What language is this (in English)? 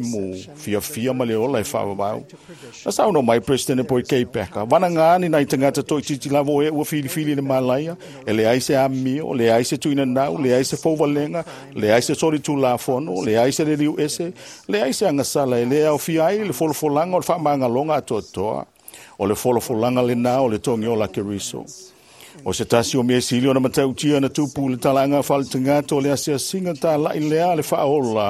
Samoan